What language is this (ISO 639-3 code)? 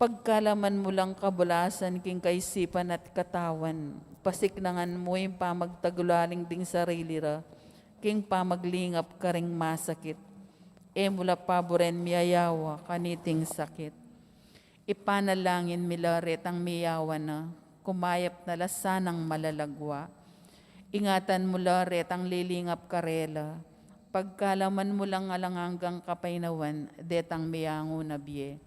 pam